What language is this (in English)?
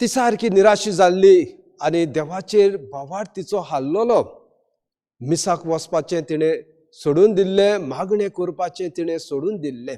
Konkani